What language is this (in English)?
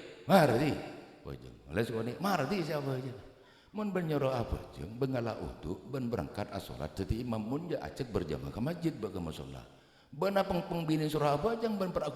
Madurese